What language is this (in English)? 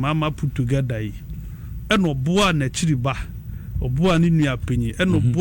Akan